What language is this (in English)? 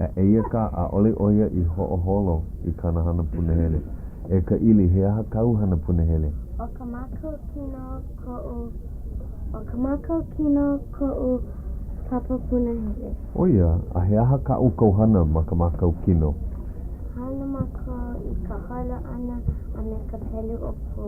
Hawaiian